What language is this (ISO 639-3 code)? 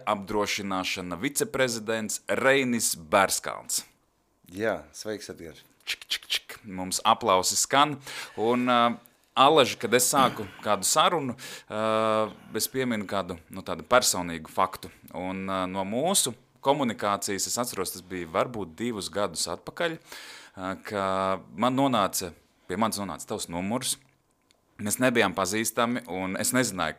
lav